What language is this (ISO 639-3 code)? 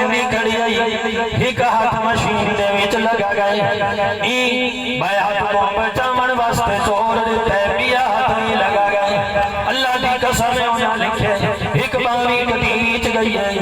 skr